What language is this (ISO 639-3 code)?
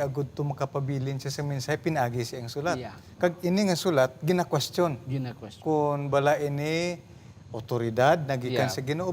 hil